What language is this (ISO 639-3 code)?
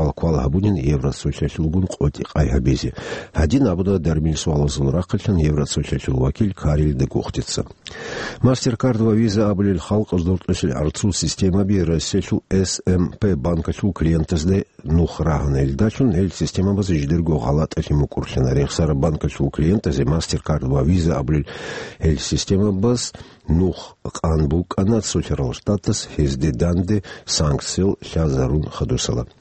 ava